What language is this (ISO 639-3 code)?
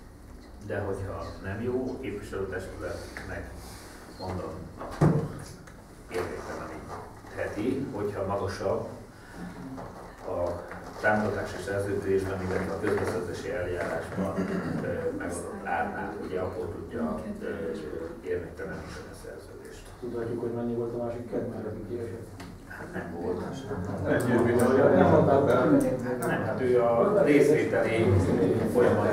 hun